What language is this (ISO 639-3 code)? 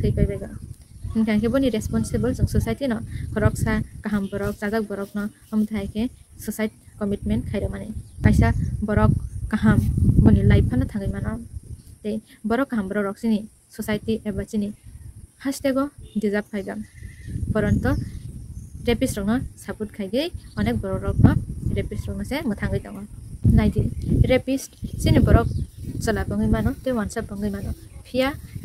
trp